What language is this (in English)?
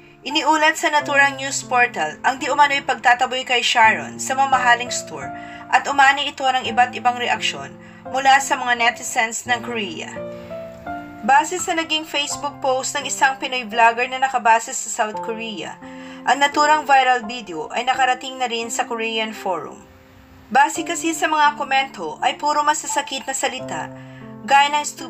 Filipino